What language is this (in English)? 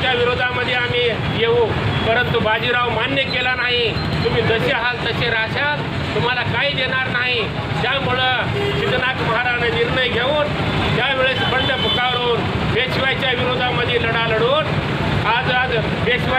Marathi